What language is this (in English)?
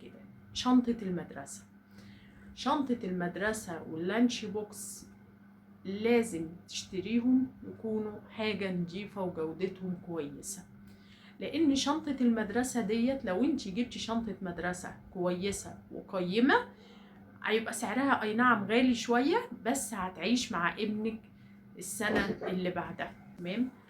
Egyptian Arabic